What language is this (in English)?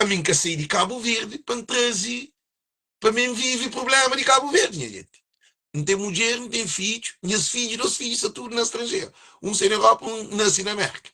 Kabuverdianu